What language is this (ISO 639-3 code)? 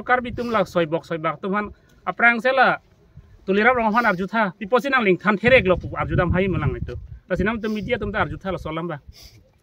mjw